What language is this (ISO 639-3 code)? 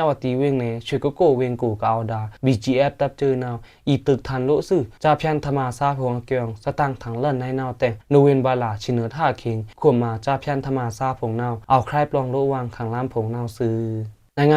blk